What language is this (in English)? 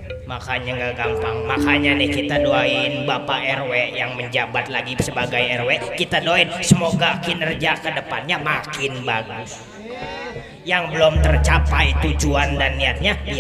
Betawi